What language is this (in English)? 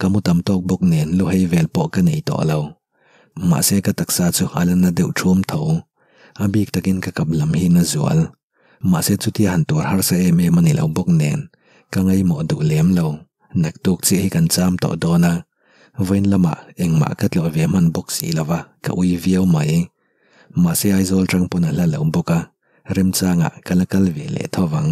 Mizo